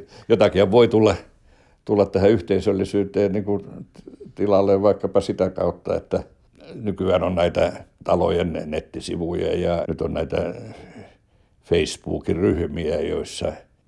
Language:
Finnish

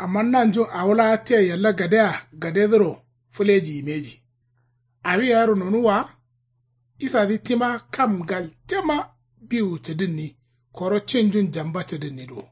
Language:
Kanuri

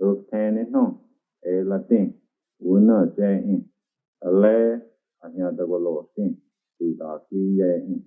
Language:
Cherokee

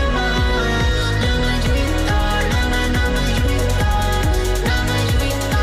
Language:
Catalan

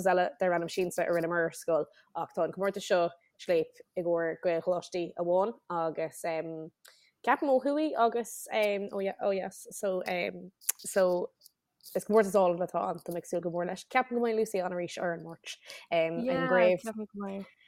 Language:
Irish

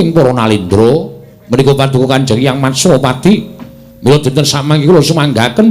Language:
Javanese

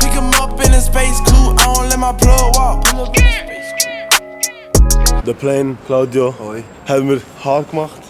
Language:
Swiss German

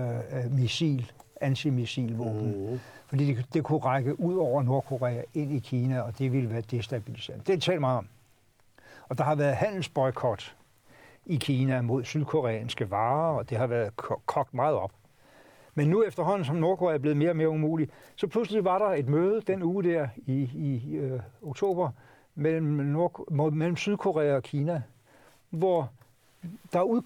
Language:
Danish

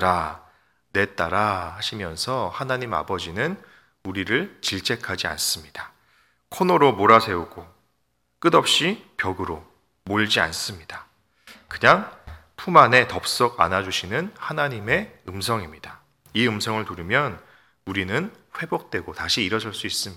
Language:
Korean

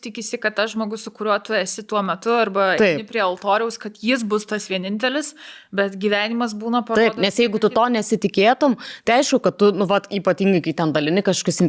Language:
Lithuanian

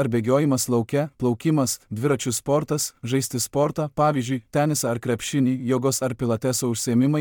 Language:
Lithuanian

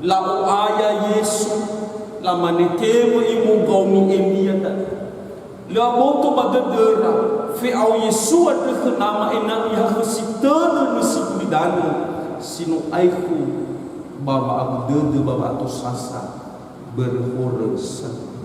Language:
Nias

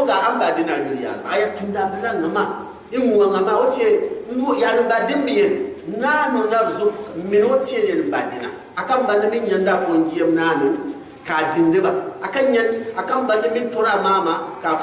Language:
Gourmanchéma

